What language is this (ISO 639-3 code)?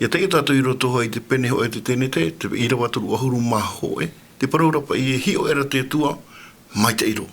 tah